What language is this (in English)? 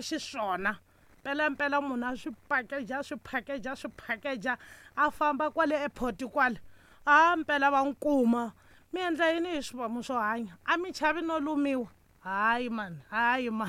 Tsonga